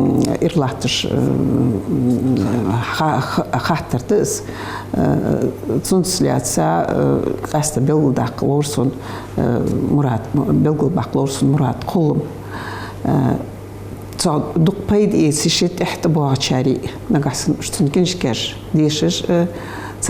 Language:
Ingush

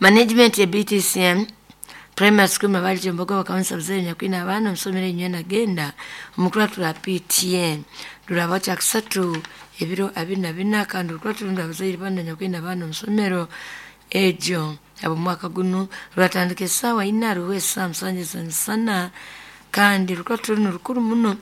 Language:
Nyoro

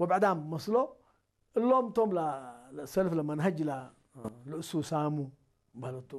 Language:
Tigrinya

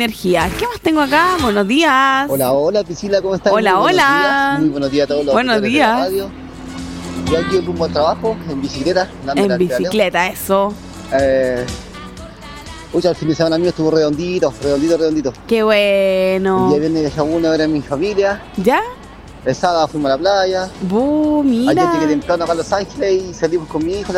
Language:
Spanish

